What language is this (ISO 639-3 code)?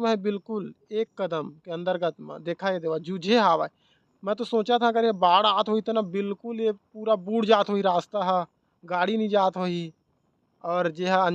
hne